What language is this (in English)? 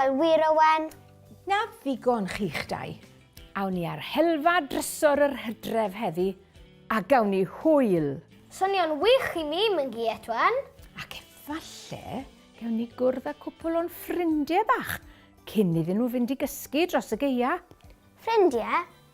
Welsh